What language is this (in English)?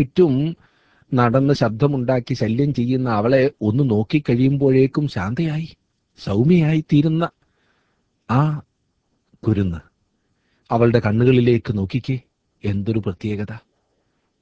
Malayalam